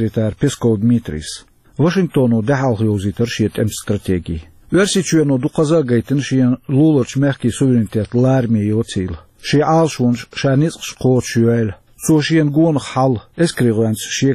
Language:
Chechen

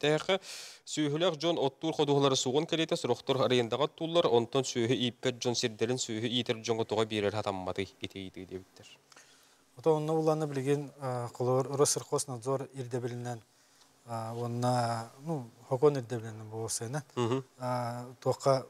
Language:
Yakut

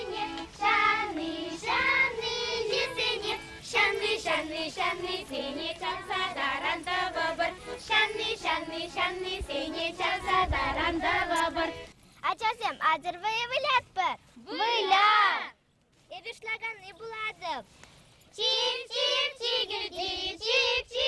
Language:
Chuvash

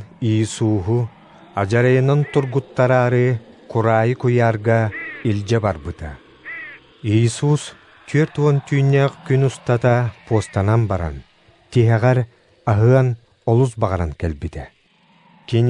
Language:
Yakut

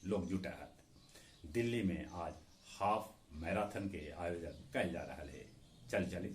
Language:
Magahi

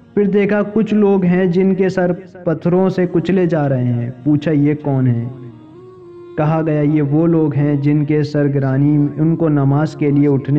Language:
Urdu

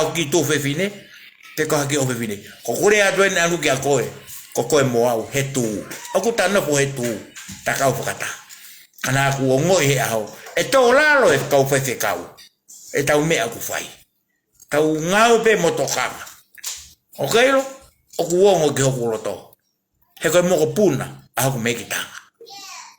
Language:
Tongan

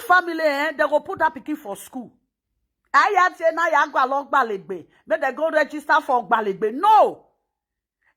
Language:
Nigerian Pidgin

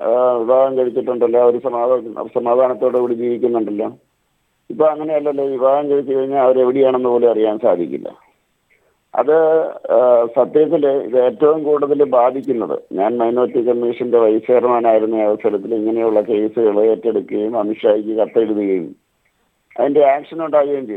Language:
Malayalam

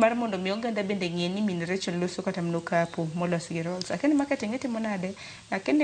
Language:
Luo (Kenya and Tanzania)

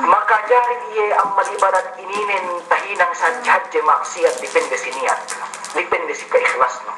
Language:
Yakan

